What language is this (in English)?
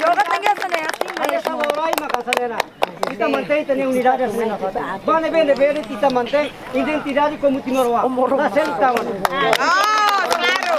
Tetum